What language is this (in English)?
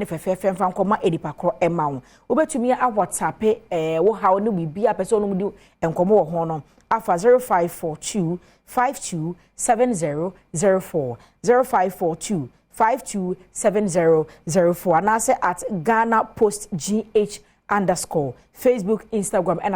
Akan